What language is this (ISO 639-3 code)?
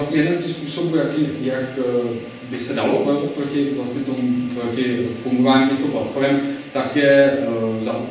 ces